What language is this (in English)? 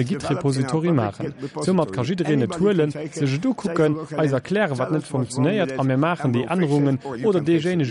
Luxembourgish